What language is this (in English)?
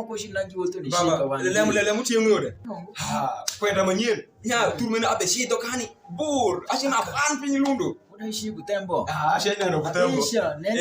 Alur